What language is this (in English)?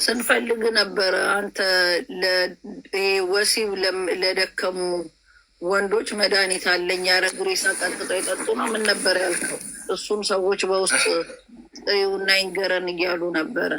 Amharic